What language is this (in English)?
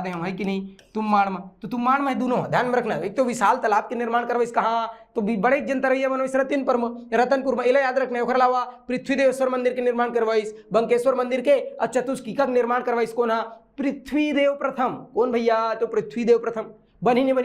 Chhattisgarhi